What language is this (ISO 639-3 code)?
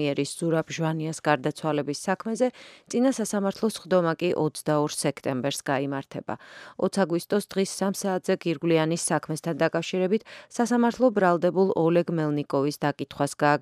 kat